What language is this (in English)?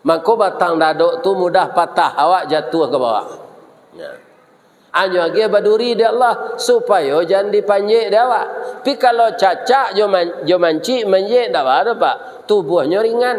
Minangkabau